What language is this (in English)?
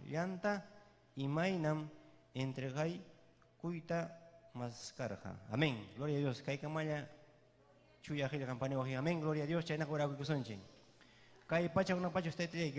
Ayacucho Quechua